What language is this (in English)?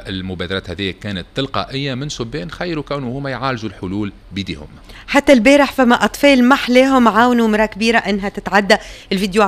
Tunisian Arabic